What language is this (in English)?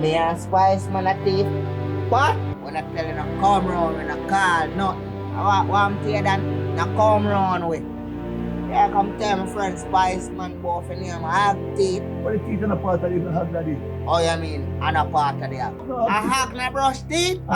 Jamaican Creole English